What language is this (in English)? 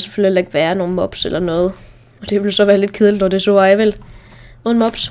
Danish